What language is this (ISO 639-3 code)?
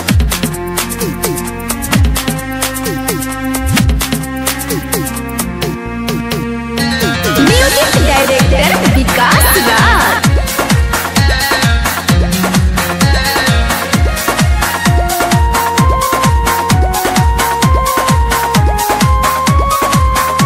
bho